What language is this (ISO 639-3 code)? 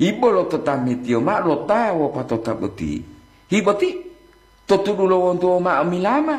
gor